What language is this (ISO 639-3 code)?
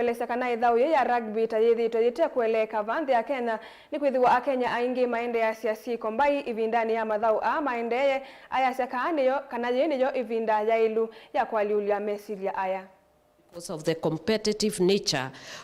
kam